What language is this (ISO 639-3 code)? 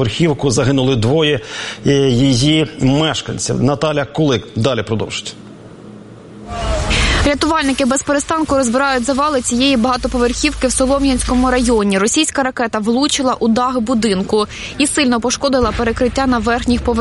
ukr